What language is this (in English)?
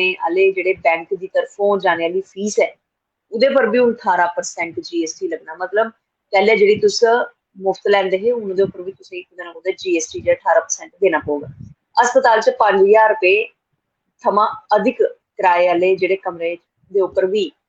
Dogri